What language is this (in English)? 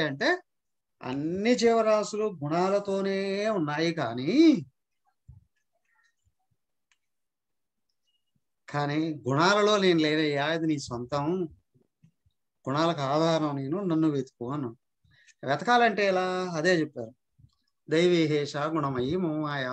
Telugu